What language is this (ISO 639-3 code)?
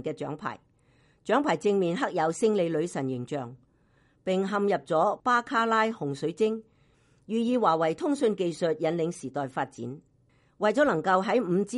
yue